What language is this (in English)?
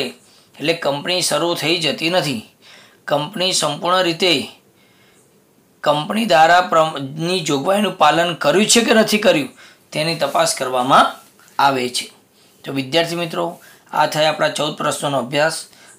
Gujarati